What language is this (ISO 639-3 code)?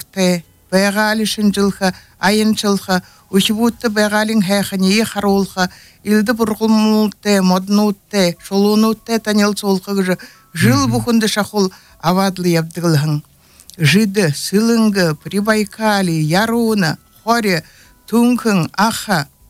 bua